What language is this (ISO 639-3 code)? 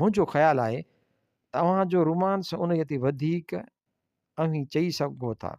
snd